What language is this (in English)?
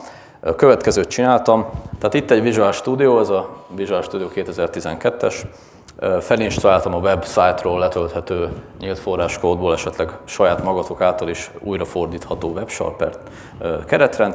Hungarian